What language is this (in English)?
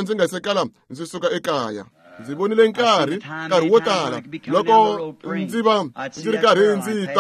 Tsonga